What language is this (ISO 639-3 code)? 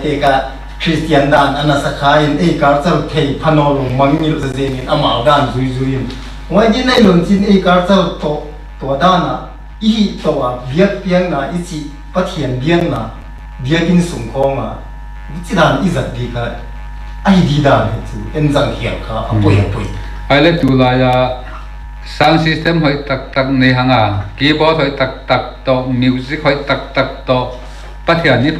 pck